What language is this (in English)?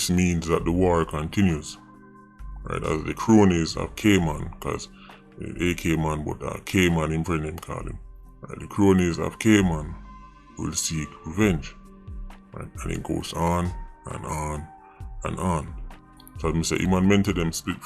Jamaican Creole English